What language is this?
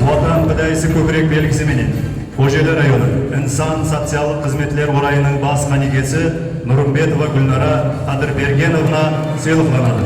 Kara-Kalpak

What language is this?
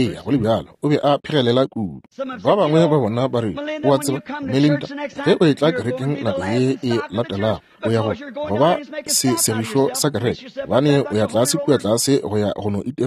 Northern Sotho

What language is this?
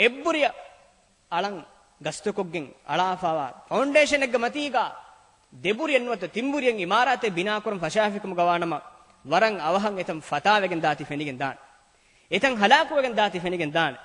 Divehi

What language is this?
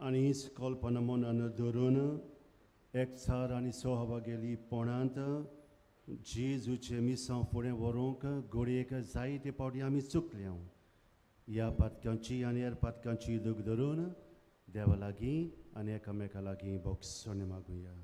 Konkani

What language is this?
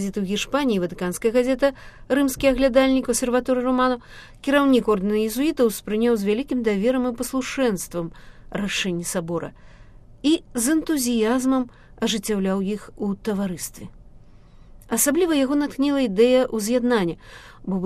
Belarusian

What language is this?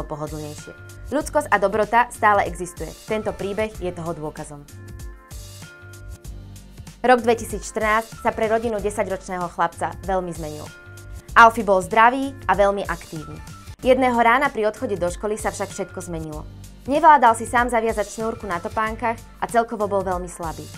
Slovak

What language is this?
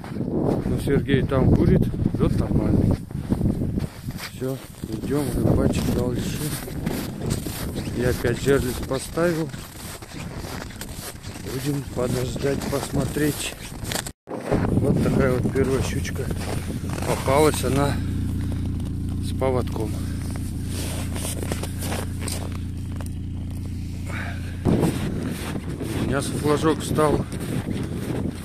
Russian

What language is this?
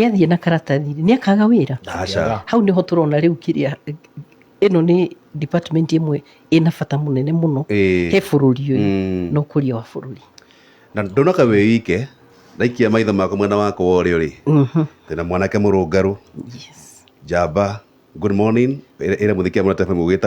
Kikuyu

